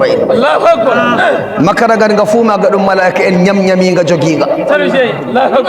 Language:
Fula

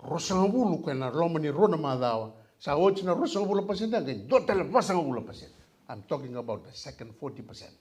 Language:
Fijian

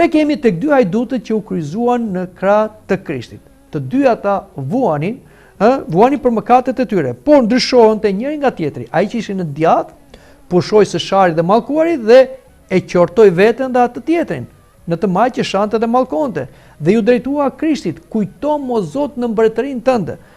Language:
Albanian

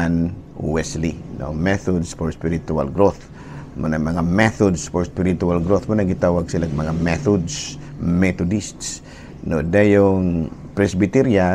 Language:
Cebuano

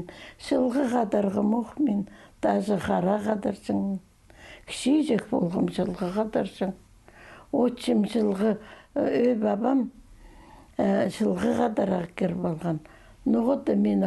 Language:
Khakas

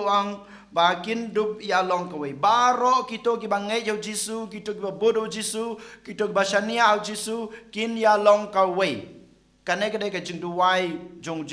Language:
Khasi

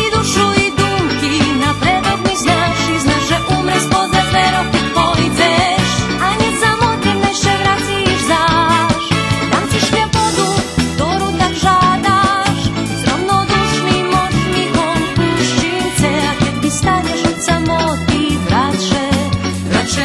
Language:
Rusyn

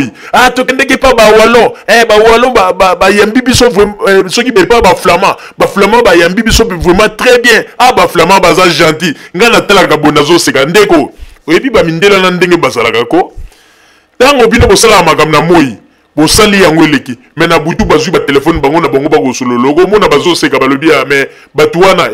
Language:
Lingala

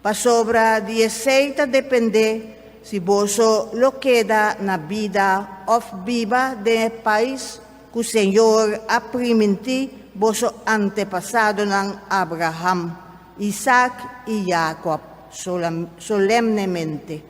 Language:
Papiamento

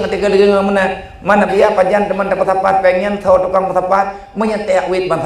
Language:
Achinese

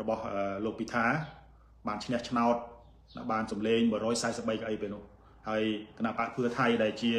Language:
Khmer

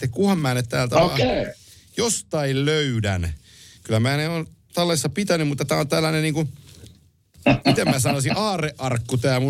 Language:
Finnish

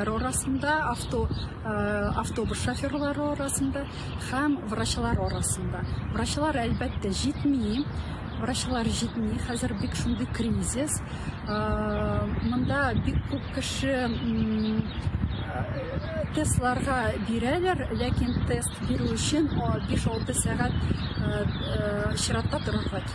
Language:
Tatar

